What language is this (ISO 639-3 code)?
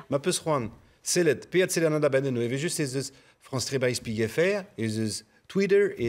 bre